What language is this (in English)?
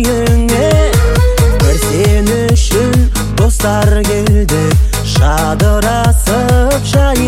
Kazakh